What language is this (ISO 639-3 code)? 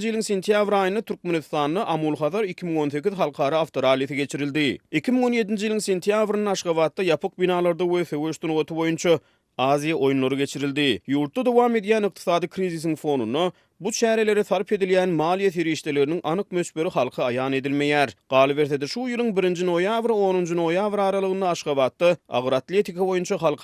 tuk